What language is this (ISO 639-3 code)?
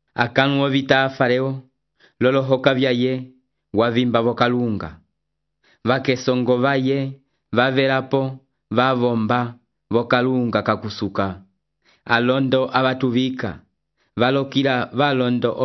umb